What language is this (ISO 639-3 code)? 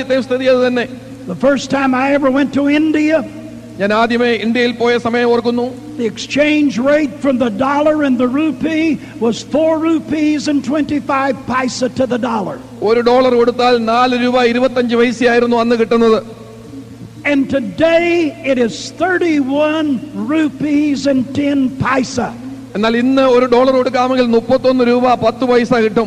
mal